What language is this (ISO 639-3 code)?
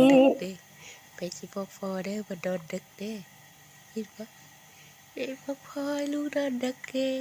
lao